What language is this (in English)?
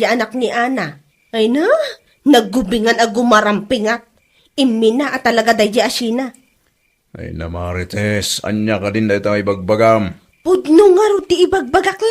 Iloko